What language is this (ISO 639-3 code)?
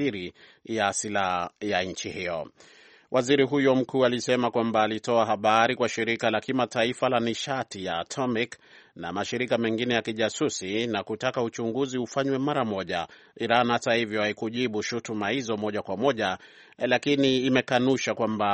swa